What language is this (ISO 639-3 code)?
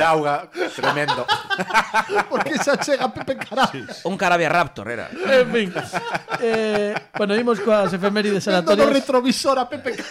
glg